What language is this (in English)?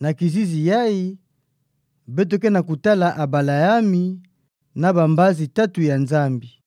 Kituba (Democratic Republic of Congo)